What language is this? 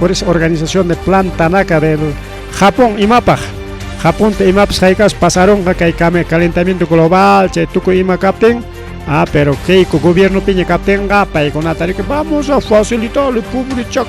Ayacucho Quechua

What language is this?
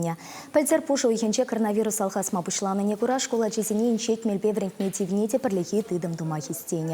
Chuvash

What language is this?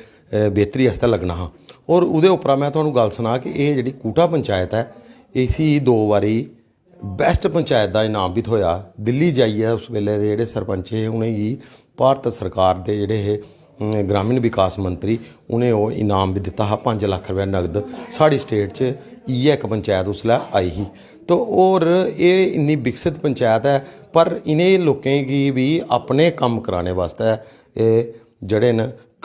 Dogri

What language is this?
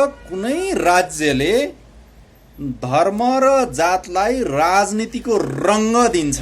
Nepali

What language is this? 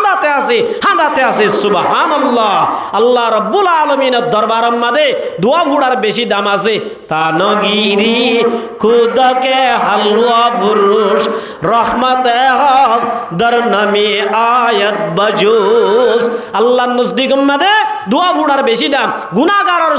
Rohingya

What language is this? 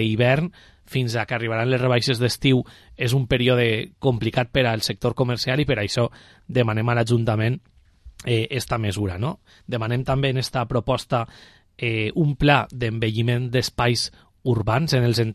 Catalan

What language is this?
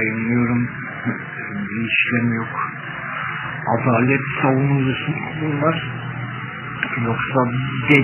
Turkish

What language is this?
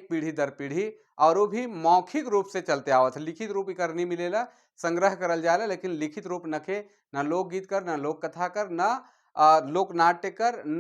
Sadri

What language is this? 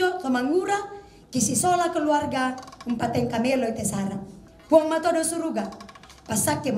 Toraja-Sa'dan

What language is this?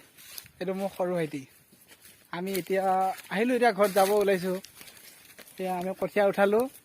Assamese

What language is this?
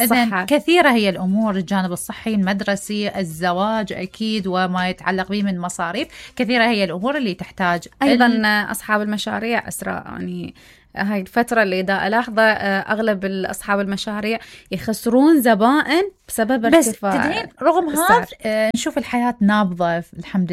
Mesopotamian Arabic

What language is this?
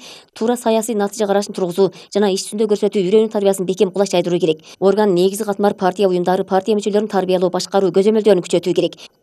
Kyrgyz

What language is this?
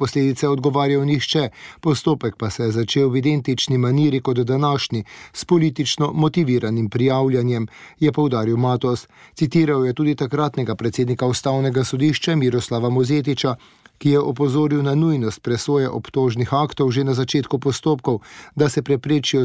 Slovenian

